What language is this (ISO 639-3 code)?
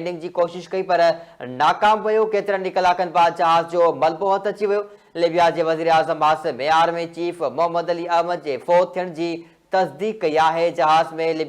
snd